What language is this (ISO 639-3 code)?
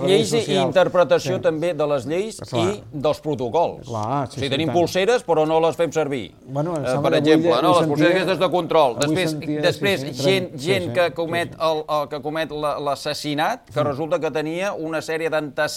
cat